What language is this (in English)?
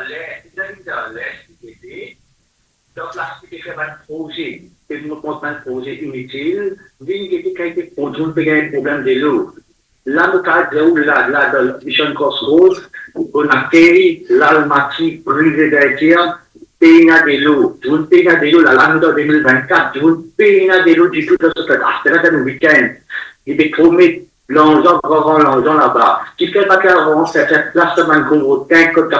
Morisyen